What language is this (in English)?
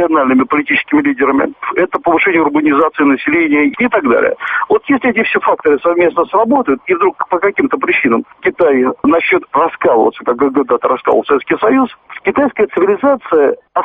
Russian